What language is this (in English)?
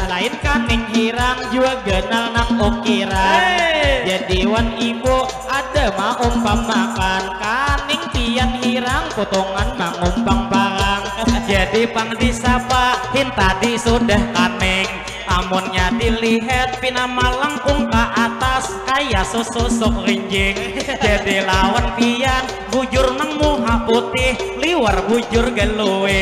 Banjar